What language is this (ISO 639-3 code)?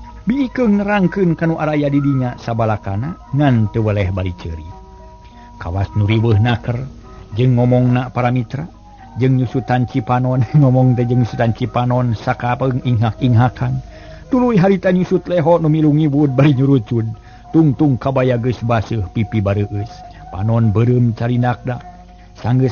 sun